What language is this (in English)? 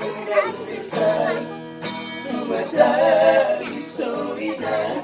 Batak Toba